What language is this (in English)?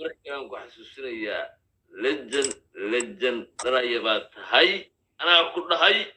Somali